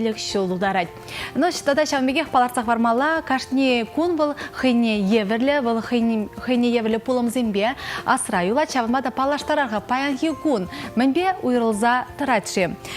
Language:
Chuvash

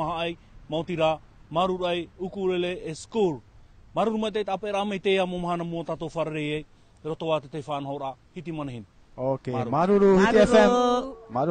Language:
Tahitian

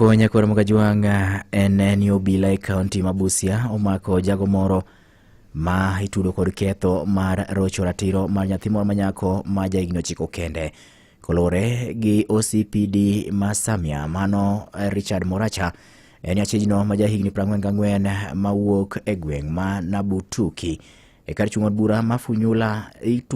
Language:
Luo (Kenya and Tanzania)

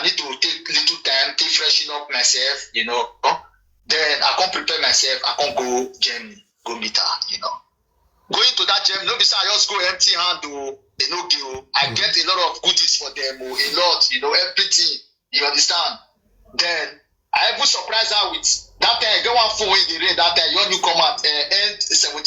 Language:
Nigerian Pidgin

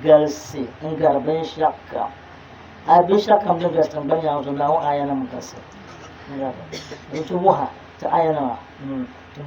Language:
Dagbani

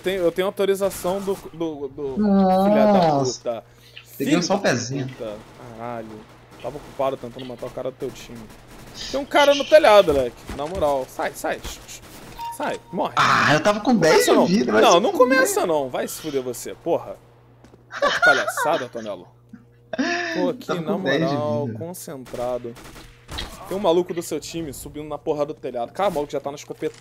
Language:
Portuguese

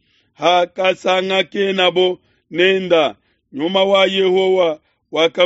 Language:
Luba-Lulua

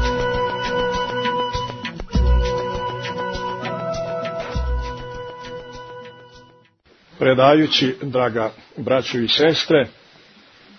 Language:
Croatian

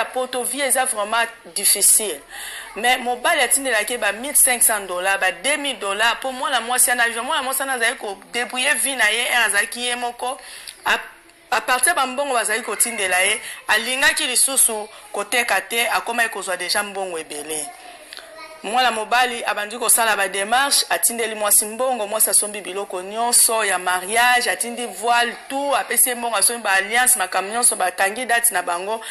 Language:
Lingala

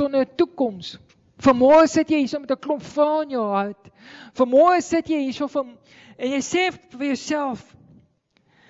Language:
Afrikaans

